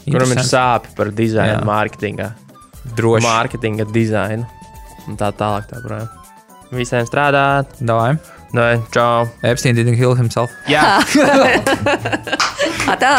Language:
Latvian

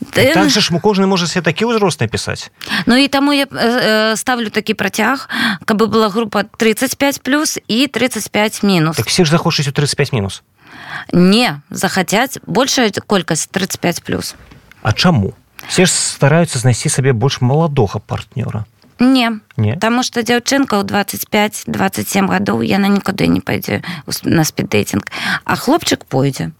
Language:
Belarusian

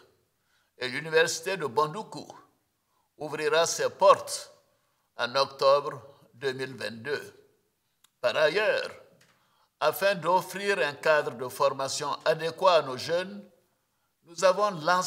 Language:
French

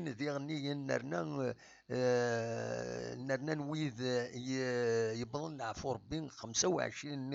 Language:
Kabyle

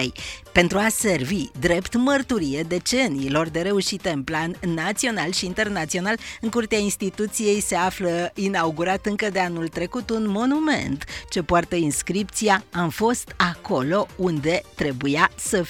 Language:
Romanian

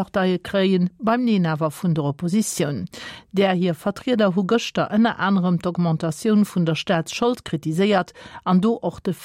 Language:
Luxembourgish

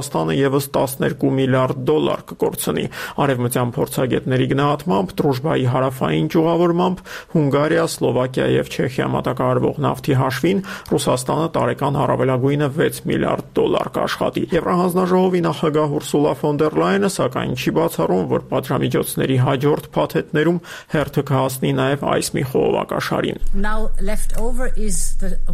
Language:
Armenian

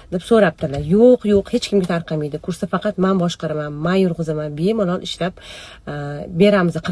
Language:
Uzbek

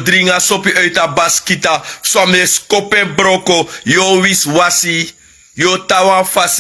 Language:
Sranan Tongo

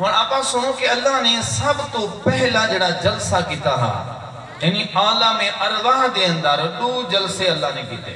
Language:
Saraiki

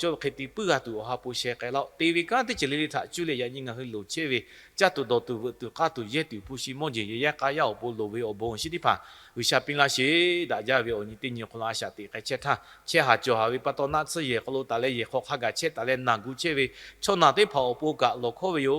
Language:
Lahu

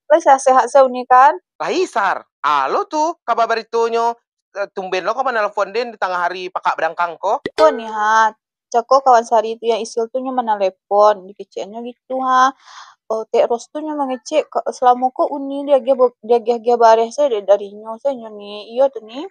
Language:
Minangkabau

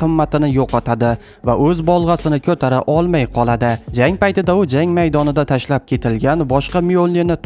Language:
Uzbek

